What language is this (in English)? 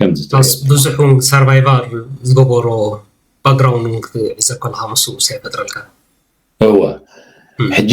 Tigrinya